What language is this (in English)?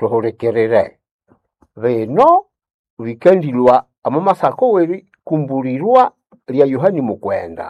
Nande